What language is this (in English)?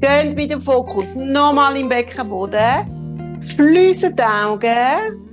Swiss German